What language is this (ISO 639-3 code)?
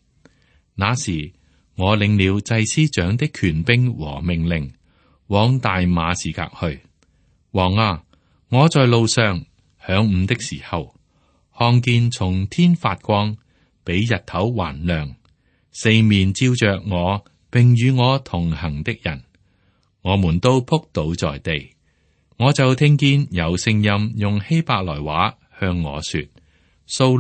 yue